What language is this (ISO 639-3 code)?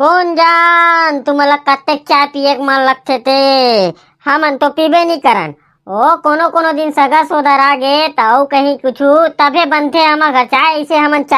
hne